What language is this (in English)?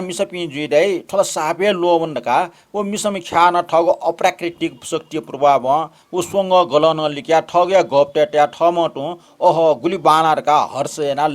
Newari